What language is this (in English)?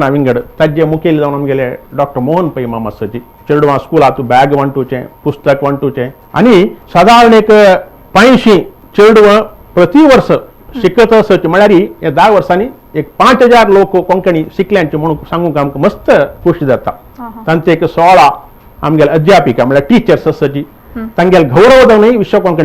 Konkani